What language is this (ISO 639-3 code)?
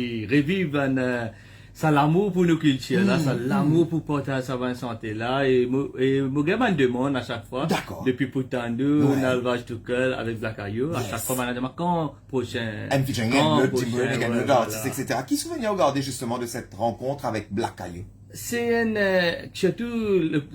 mfe